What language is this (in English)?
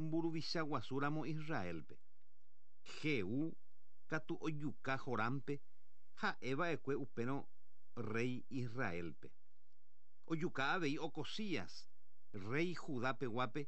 Guarani